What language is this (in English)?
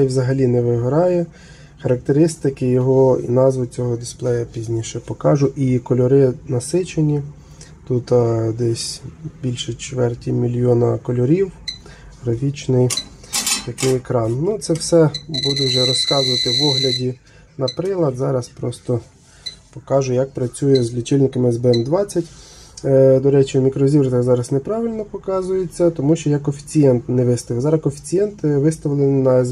Ukrainian